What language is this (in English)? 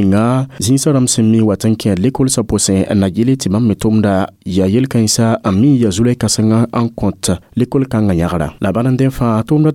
Mossi